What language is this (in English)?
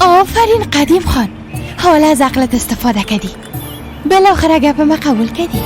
Persian